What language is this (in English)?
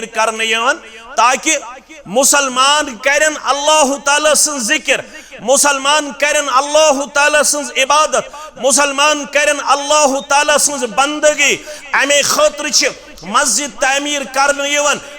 Kashmiri